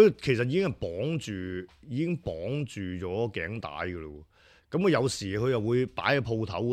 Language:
Cantonese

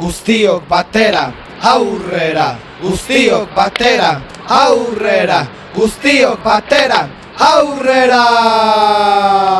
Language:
Basque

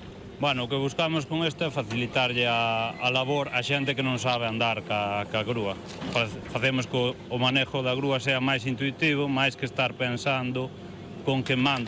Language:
Galician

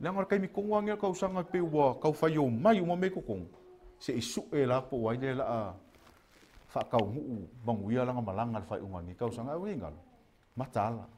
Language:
Samoan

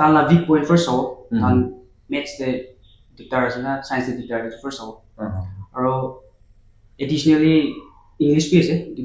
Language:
Naga Pidgin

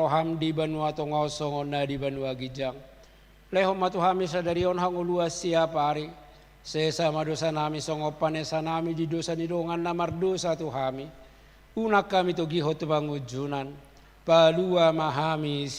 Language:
Batak Toba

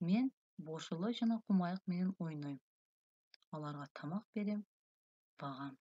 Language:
Kyrgyz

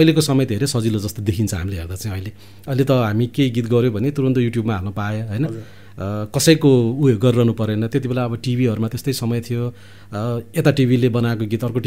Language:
Nepali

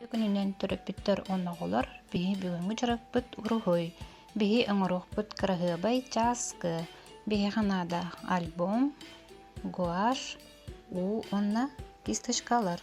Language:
Yakut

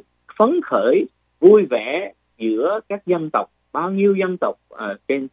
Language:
Vietnamese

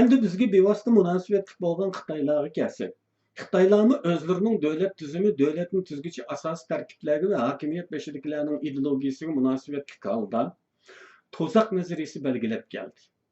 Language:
Uyghur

